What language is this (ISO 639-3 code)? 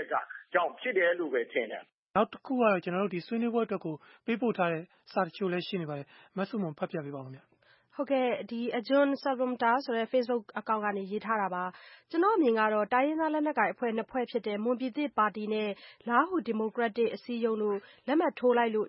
mya